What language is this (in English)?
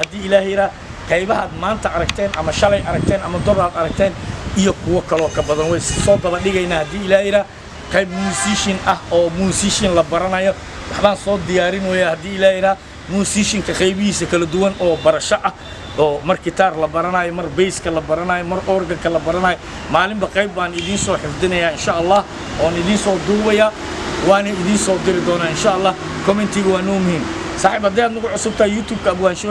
Somali